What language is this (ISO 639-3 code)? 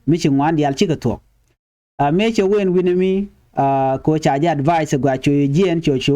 nus